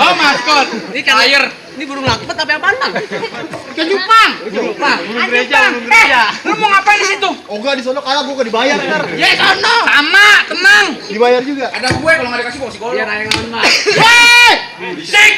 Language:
Betawi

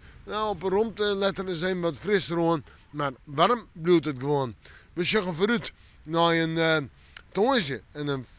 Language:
Western Frisian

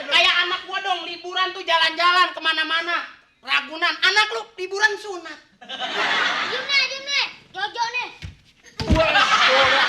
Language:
Betawi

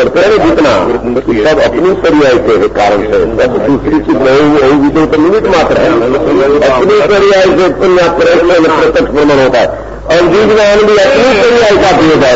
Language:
Hindi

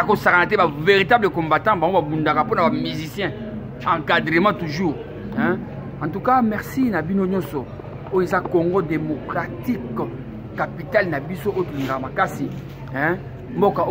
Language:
Lingala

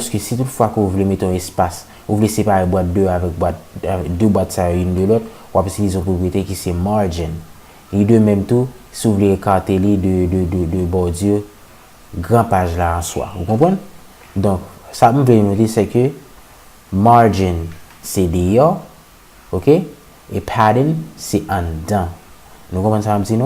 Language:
Haitian Creole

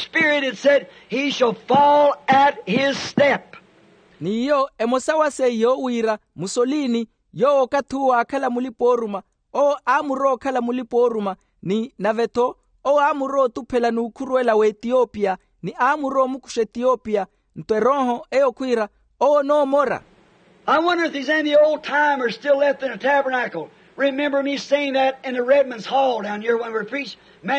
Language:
Makhuwa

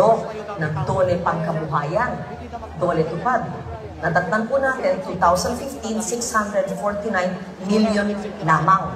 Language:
Filipino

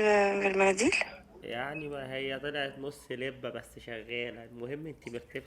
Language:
Egyptian Arabic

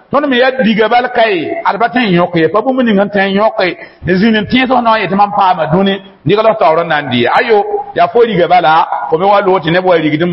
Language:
Mossi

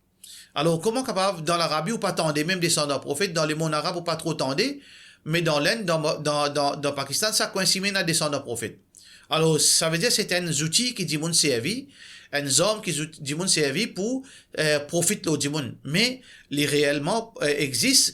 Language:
Morisyen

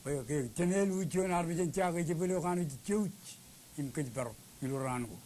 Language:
Marshallese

